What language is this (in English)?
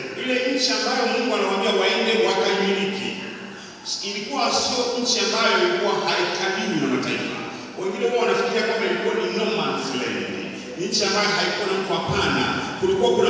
Swahili